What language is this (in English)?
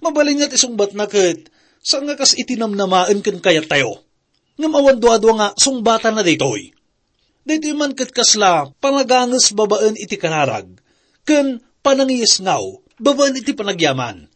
Iloko